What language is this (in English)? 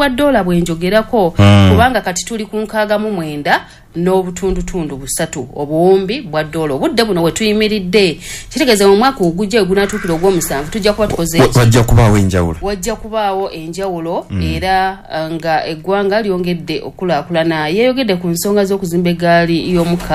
Ganda